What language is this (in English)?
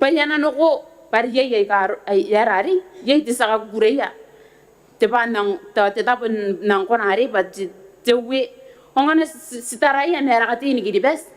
Gilbertese